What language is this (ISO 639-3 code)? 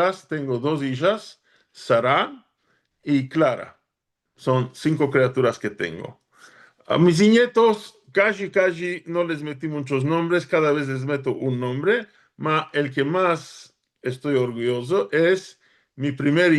lad